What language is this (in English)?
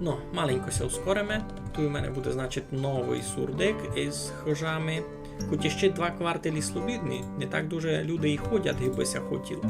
Rusyn